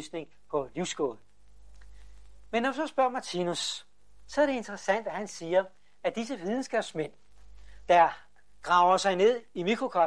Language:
Danish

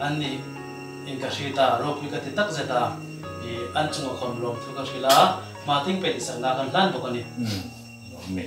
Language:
Hmar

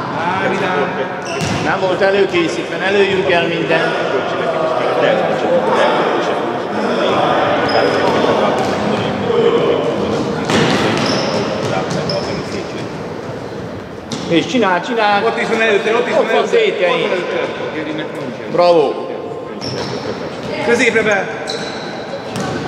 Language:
Hungarian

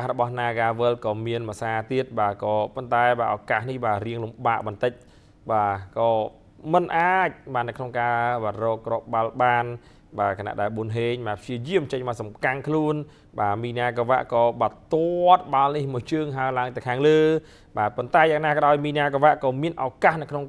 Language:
Khmer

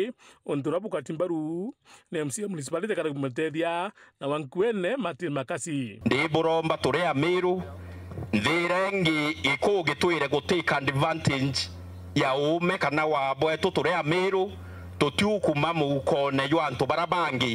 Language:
Meru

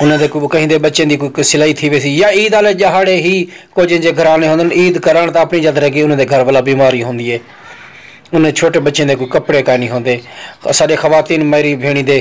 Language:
Saraiki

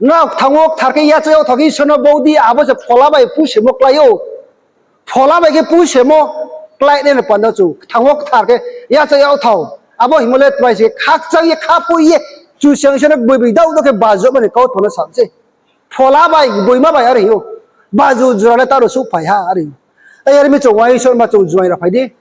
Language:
Riang (India)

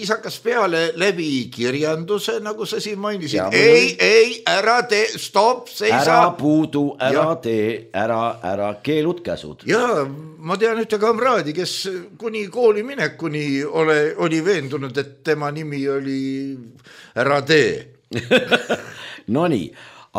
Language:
Estonian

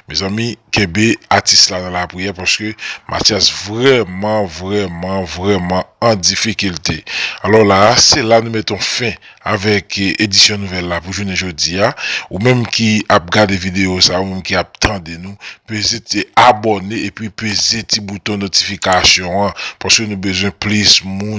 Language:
Haitian Creole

